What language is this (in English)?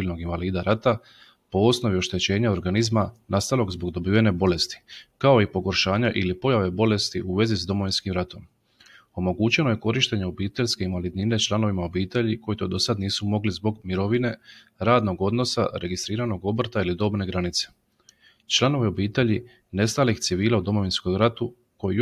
Croatian